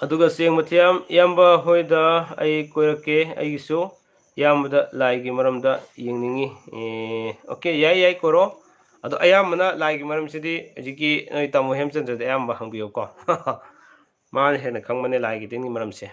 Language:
Manipuri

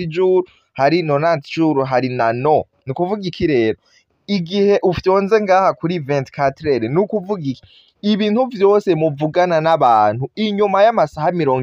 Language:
Rundi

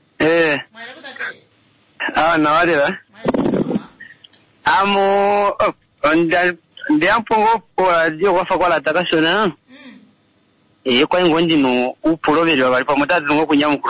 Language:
Kuanyama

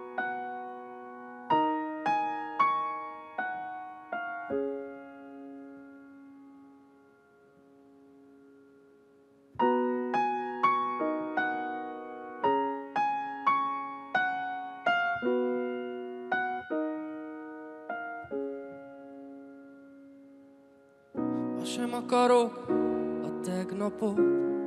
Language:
Hungarian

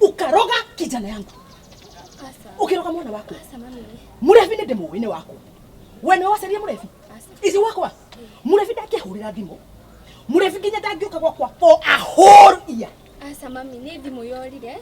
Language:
Kikuyu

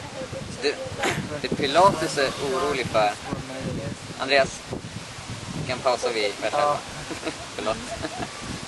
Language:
Swedish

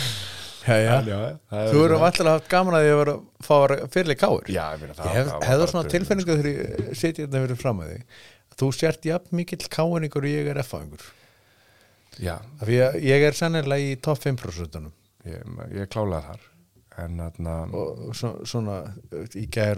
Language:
Icelandic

